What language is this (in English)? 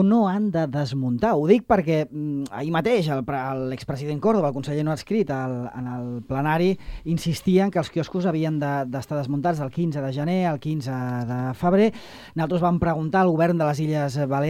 Catalan